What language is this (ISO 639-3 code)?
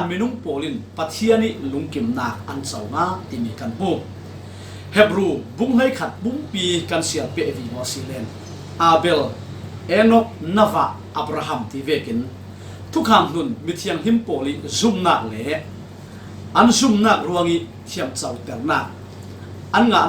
cfm